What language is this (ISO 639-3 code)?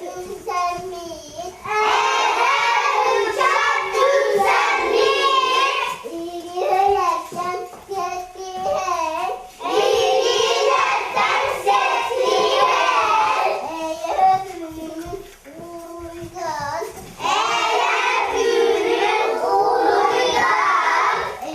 sah